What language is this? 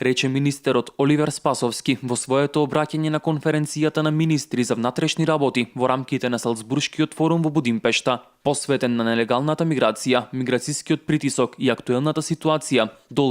Macedonian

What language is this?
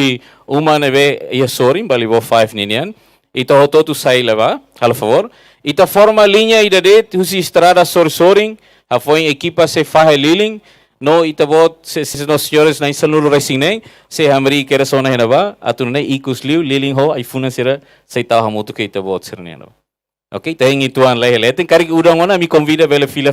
Tetum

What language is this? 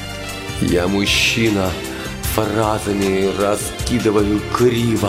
Russian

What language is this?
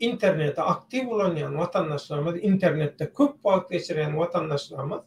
Turkmen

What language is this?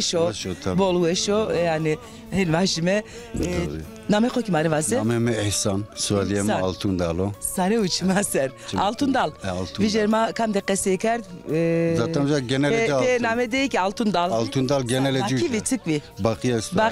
Zaza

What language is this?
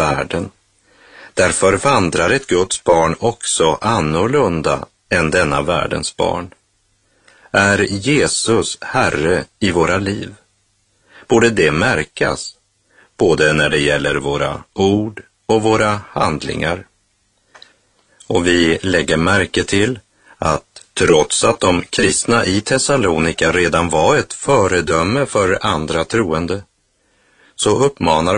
Swedish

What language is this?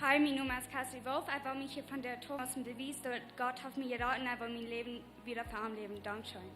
Plautdietsch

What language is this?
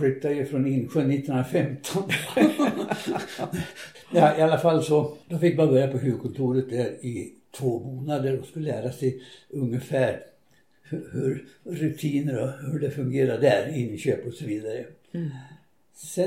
Swedish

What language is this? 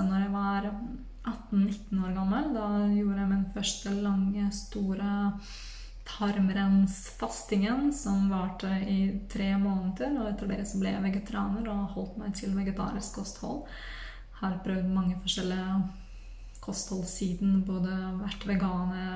Norwegian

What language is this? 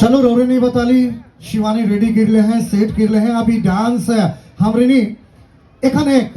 Sadri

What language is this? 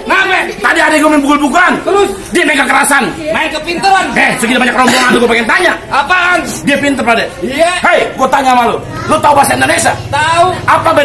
Betawi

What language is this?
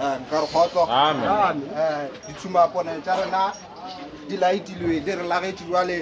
Northern Sotho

